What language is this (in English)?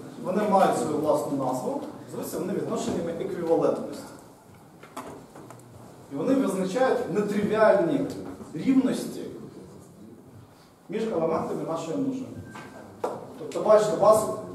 Ukrainian